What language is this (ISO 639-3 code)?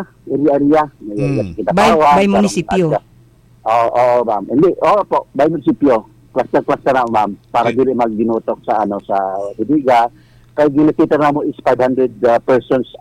ceb